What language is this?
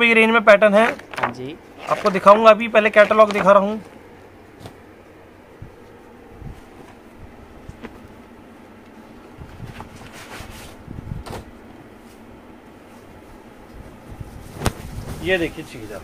Hindi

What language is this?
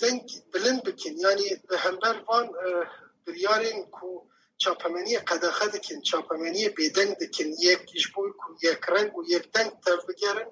Kurdish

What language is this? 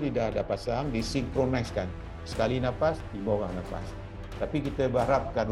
Malay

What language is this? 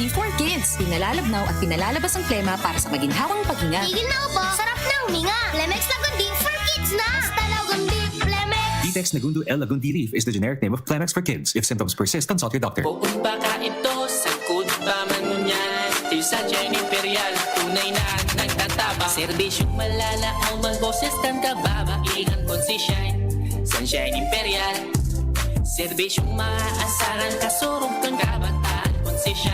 Bikol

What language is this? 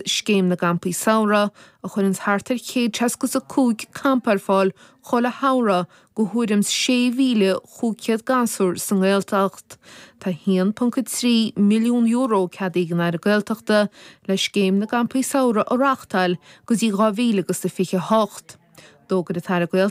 Irish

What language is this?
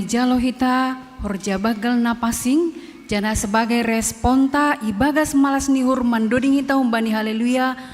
Batak Simalungun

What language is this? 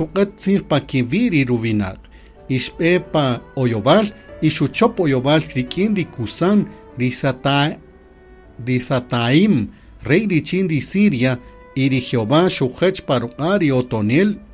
Kaqchikel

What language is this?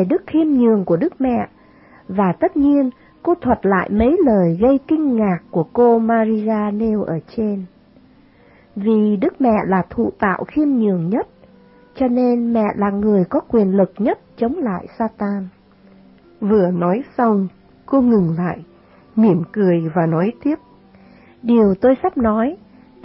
Vietnamese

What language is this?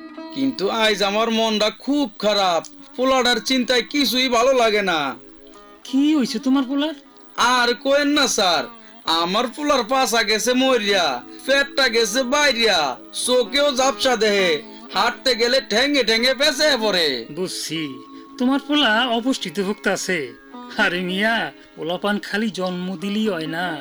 Bangla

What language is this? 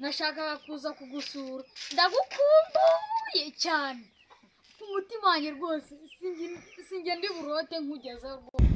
Kinyarwanda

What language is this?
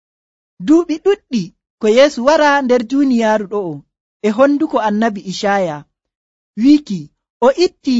Nigerian Fulfulde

